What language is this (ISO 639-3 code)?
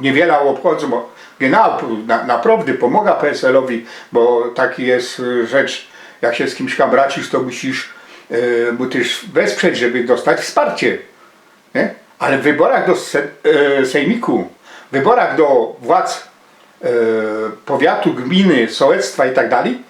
szl